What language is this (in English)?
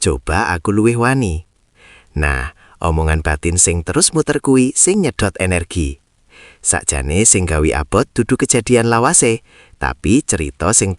Javanese